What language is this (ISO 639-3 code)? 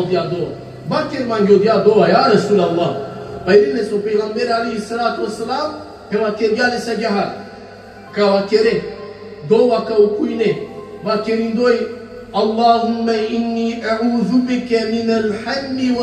rmn